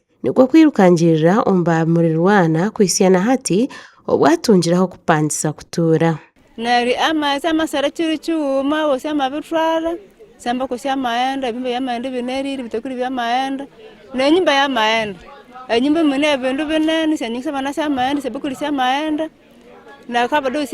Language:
Nyankole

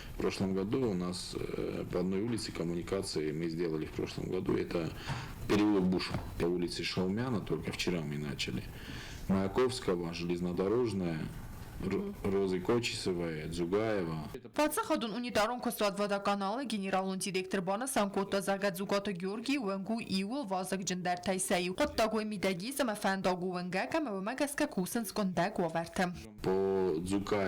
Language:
Ossetic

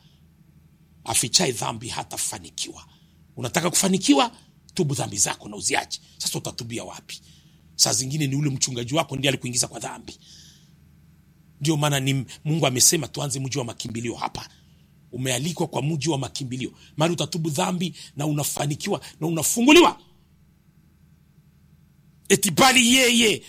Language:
Swahili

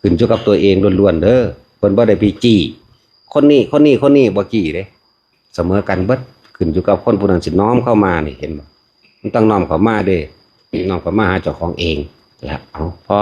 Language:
Northeastern Thai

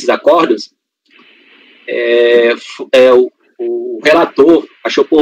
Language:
Portuguese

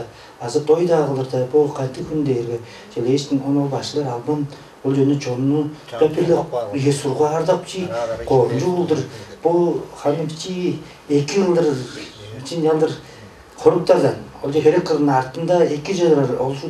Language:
Tuvinian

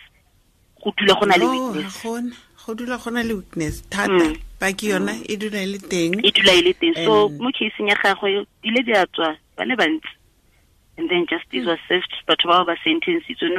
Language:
Tswana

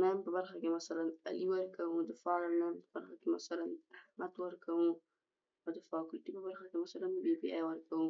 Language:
Pashto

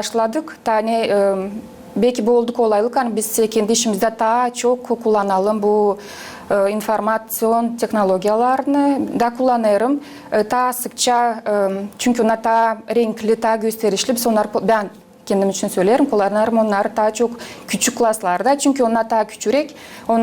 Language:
Gagauz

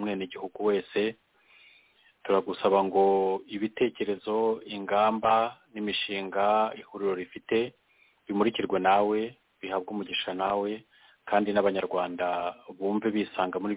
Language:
Kinyarwanda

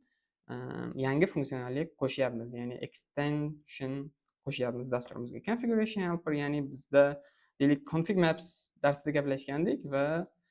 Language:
Uzbek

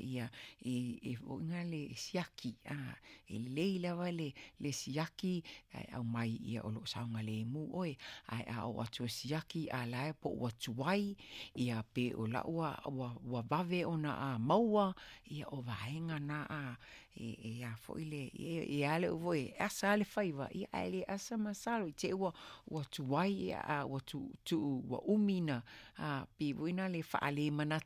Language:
Samoan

